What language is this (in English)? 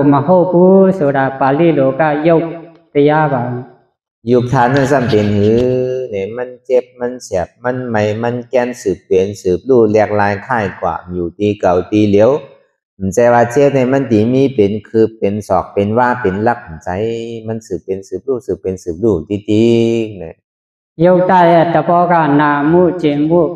Shan